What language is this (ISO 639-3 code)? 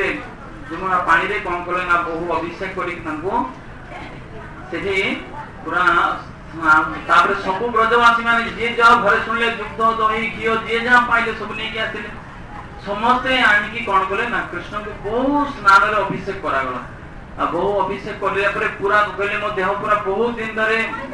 ori